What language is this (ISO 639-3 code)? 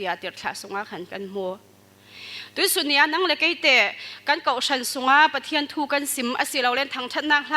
cfm